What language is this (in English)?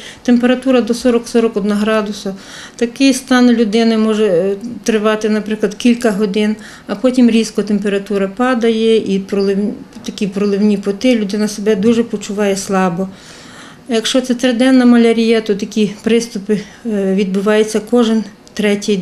Ukrainian